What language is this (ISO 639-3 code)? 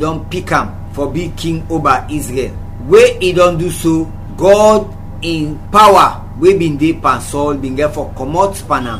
kri